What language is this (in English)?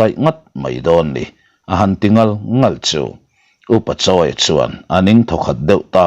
Mizo